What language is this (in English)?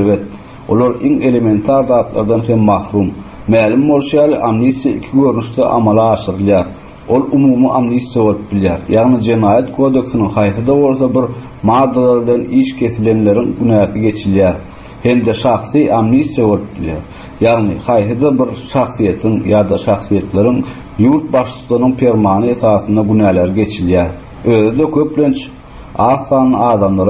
Turkmen